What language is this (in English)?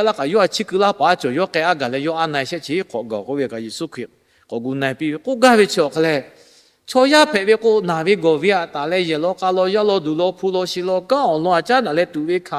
Lahu